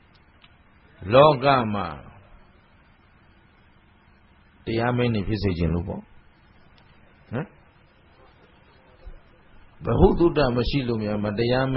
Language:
Burmese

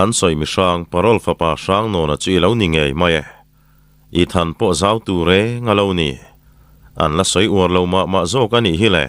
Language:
Mizo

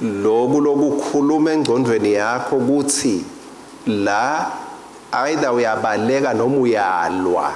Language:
Swati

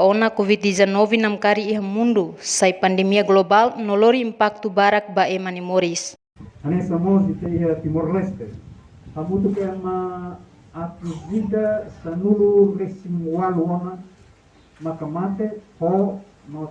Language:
Tetum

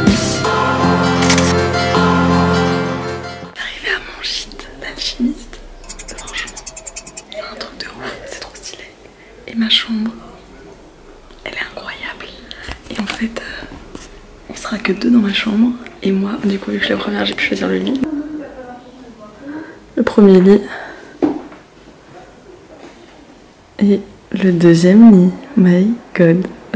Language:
French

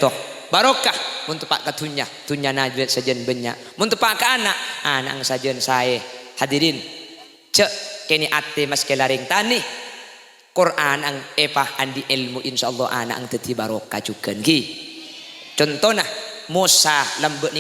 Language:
Madurese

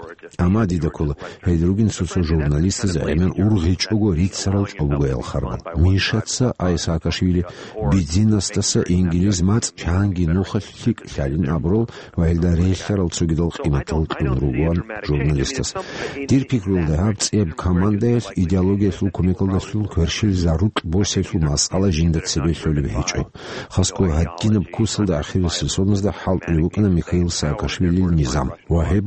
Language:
Avaric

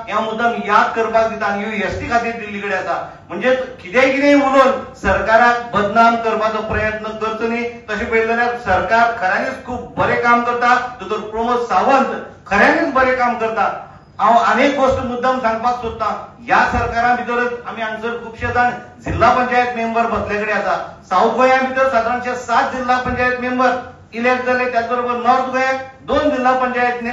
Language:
Konkani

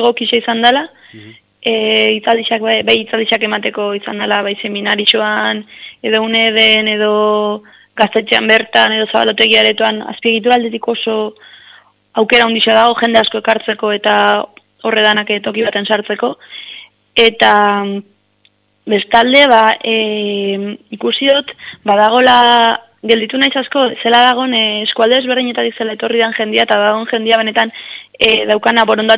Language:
Basque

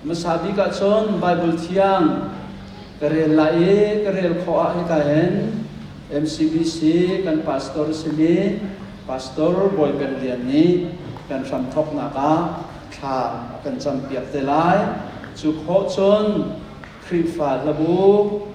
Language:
Hakha Chin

